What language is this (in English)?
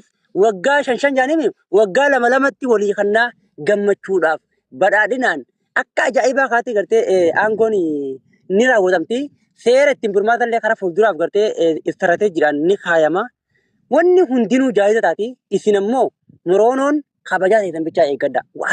Oromo